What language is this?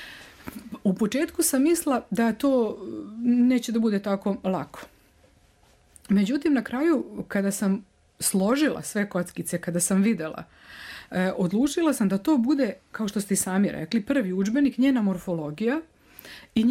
Serbian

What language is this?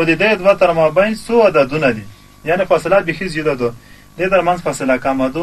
Pashto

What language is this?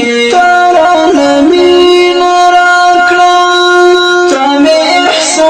Pashto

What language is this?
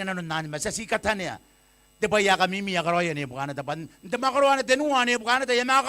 Gilbertese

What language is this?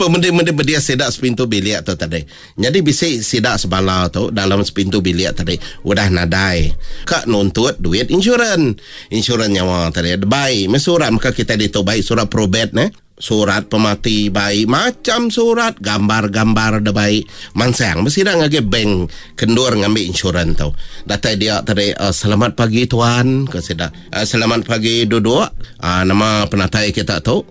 Iban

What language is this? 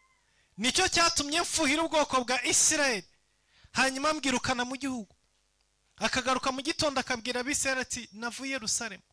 Kinyarwanda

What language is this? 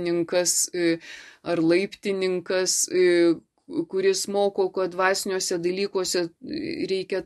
Lithuanian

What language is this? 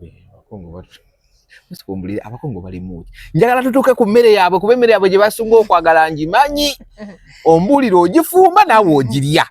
Ganda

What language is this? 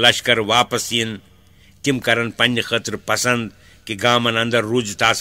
Kashmiri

